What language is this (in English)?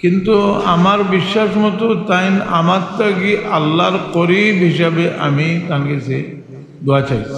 Sylheti